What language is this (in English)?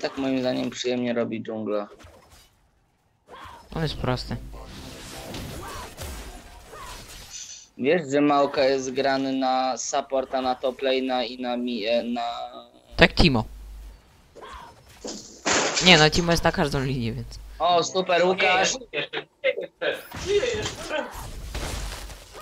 Polish